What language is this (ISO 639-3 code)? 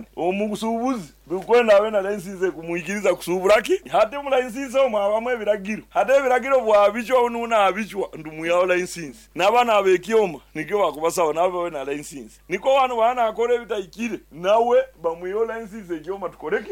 nyo